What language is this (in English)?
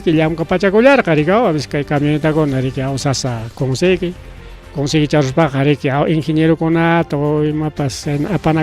Ayacucho Quechua